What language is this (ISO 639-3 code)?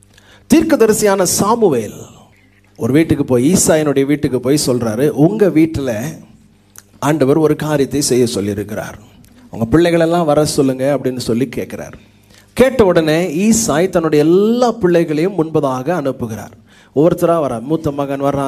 tam